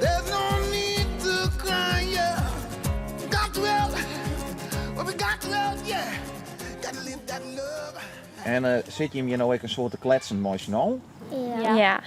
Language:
Western Frisian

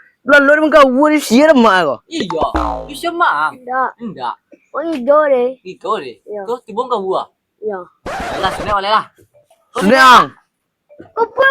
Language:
Minangkabau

